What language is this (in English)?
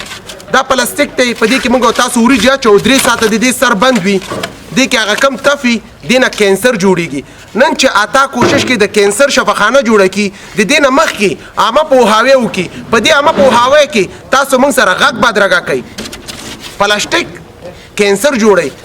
Pashto